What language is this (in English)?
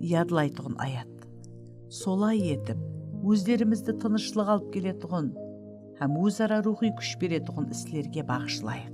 Kara-Kalpak